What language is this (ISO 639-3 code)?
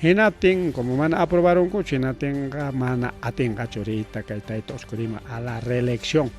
quy